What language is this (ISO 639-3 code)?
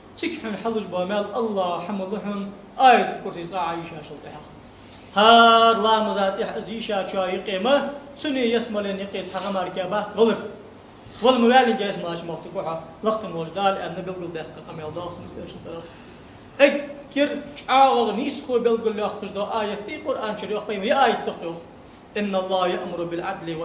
inh